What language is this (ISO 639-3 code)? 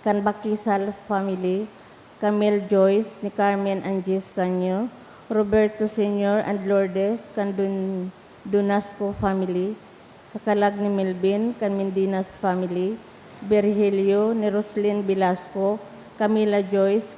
bik